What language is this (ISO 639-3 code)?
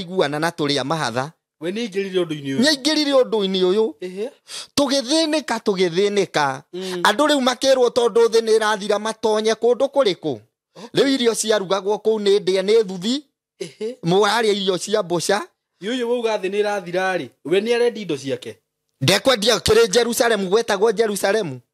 kik